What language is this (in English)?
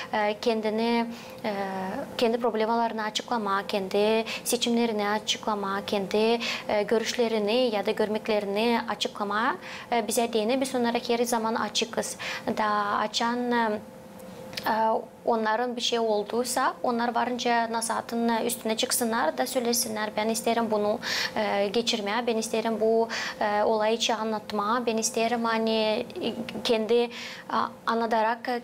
Gagauz